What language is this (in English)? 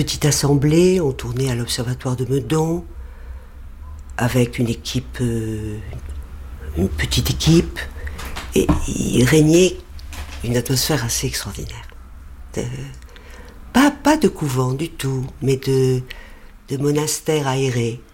French